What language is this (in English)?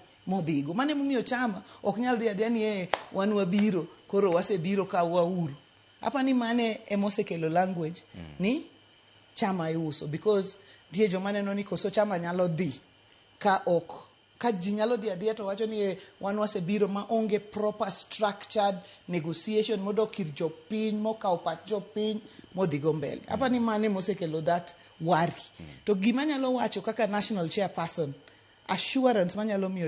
Luo (Kenya and Tanzania)